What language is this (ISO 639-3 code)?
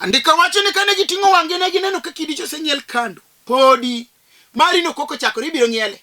luo